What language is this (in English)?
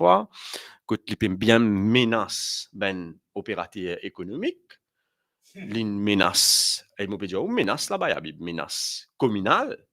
Morisyen